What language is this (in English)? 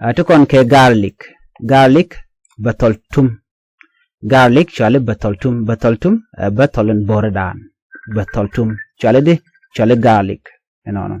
Nuer